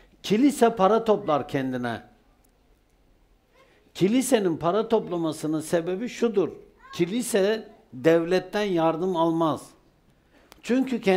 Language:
Turkish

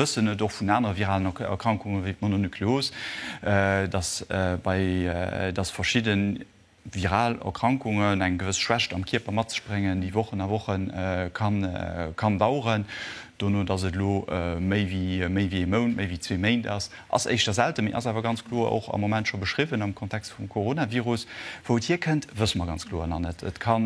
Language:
Luxembourgish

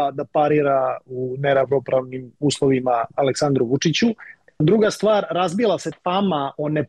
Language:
Serbian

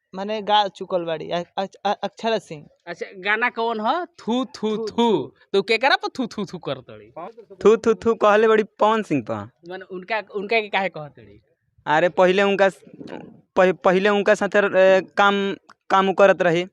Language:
Bhojpuri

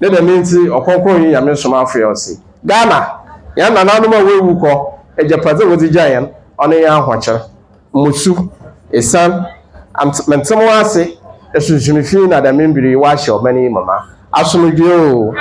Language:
Akan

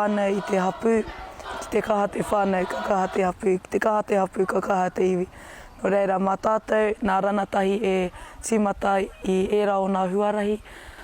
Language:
Māori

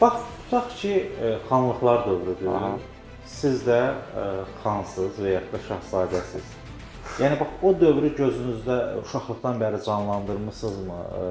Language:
Azerbaijani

